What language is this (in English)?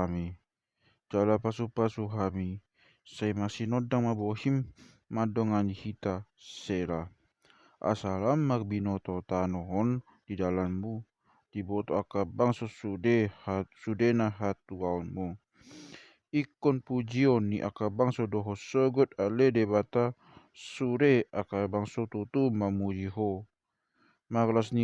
Batak Toba